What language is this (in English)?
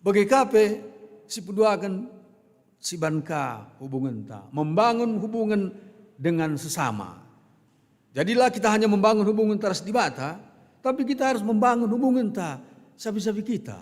Batak Karo